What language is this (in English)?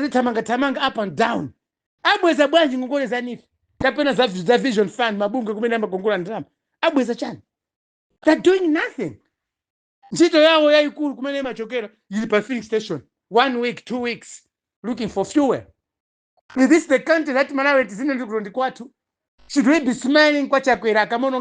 Nyanja